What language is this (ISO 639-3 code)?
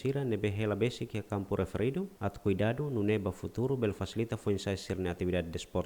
tet